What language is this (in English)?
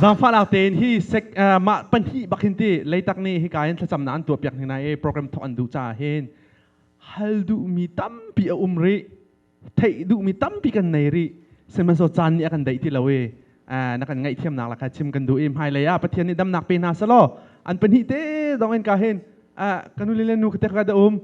Hakha Chin